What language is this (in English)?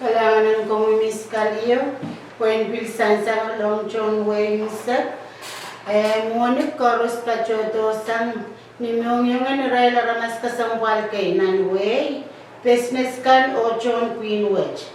Pohnpeian